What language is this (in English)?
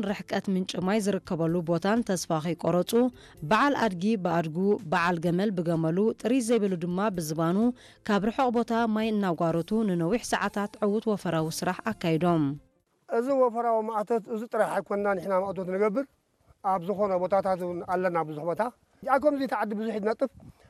Tigrinya